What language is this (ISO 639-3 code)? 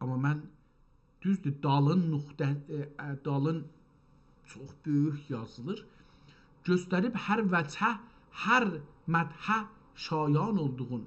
azb